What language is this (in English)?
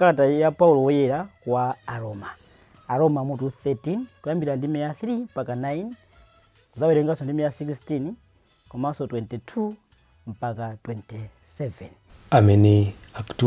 Nyanja